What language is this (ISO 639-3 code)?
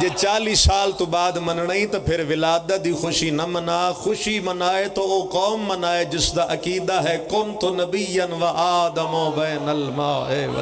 phr